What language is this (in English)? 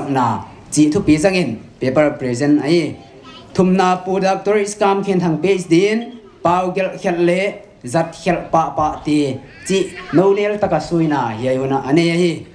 Paite Chin